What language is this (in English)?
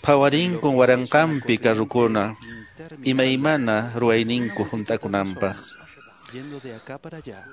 Quechua